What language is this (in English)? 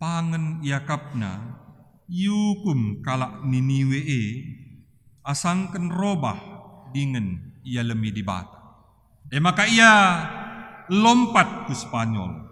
Batak Karo